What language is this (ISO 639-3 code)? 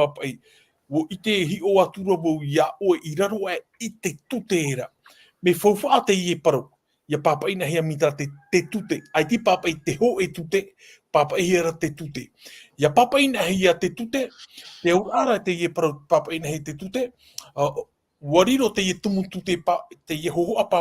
tah